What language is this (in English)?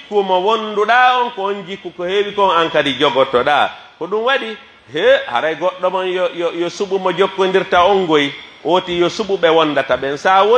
Pular